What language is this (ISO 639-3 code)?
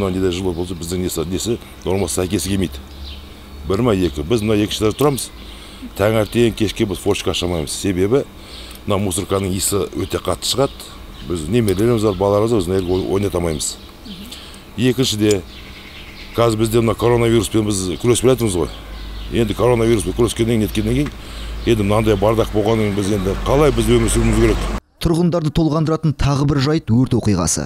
kaz